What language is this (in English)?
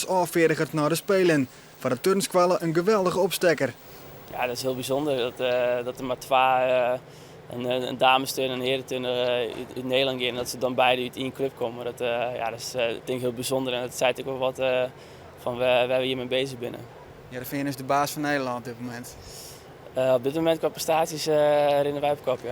Western Frisian